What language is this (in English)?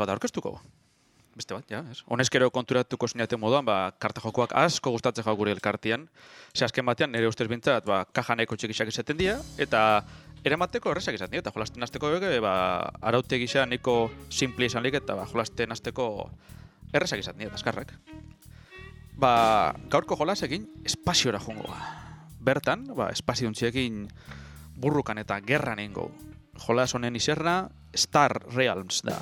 Basque